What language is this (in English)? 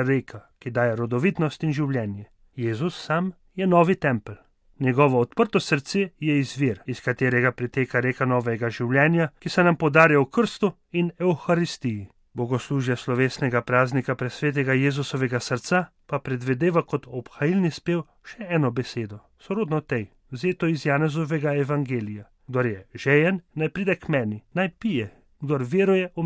Slovenian